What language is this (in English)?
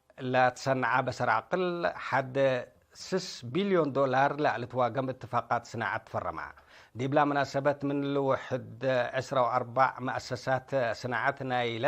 Tigre